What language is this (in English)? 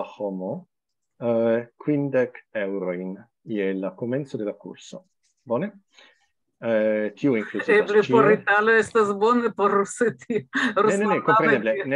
Esperanto